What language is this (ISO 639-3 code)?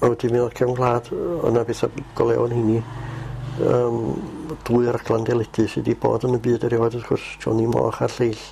cym